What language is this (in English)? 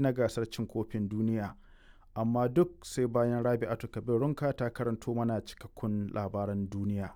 Hausa